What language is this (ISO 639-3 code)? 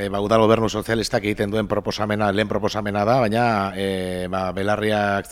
eus